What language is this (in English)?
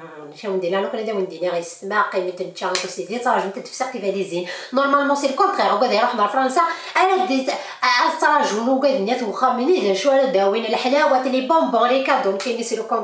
Kabyle